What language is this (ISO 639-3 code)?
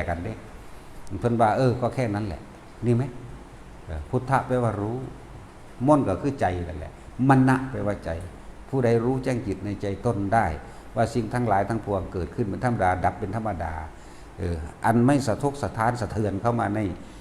tts